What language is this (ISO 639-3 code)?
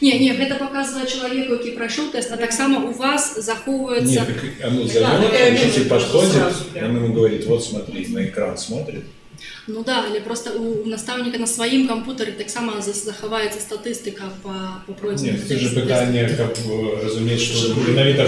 bel